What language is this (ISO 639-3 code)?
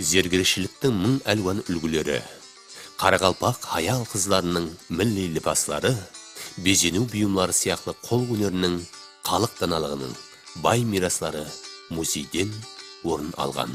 kaa